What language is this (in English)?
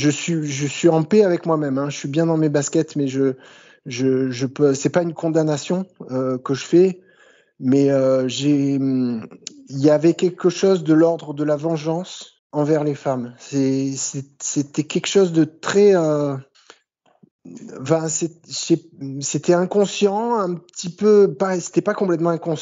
French